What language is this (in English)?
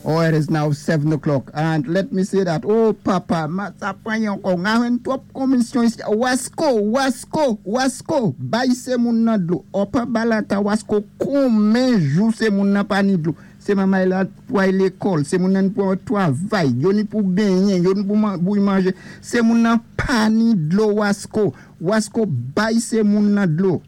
Saint Lucian Creole French